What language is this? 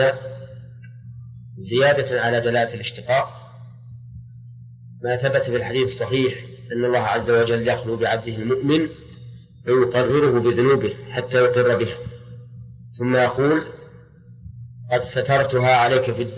Arabic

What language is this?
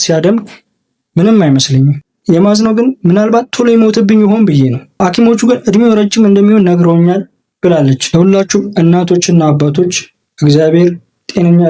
Amharic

